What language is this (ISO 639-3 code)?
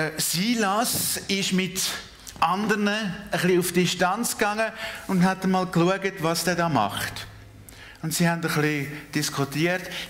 gsw